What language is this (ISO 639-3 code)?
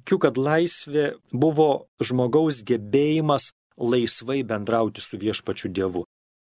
lit